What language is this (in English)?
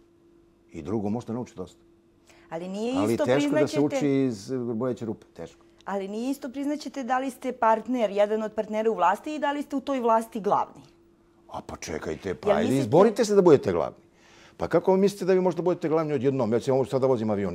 Serbian